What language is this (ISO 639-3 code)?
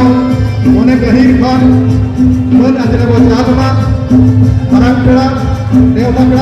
sat